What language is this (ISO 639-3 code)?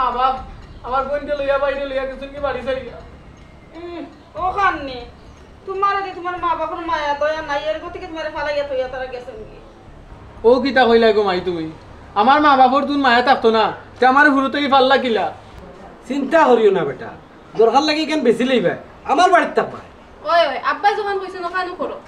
syl